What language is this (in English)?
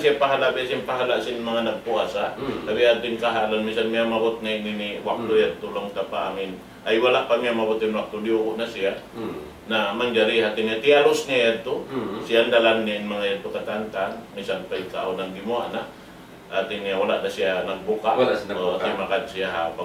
Tausug